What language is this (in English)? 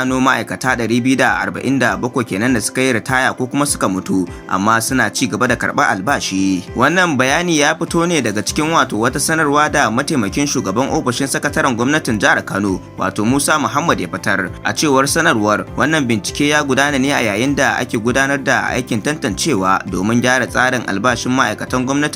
Hausa